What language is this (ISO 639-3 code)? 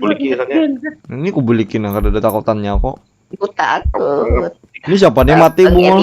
bjn